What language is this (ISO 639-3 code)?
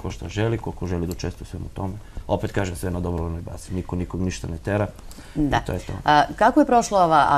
srp